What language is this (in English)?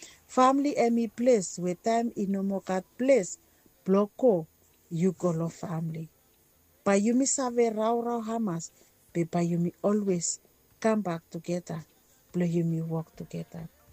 Bislama